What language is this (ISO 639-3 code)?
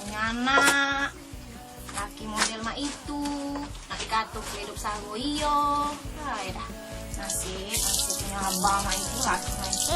mui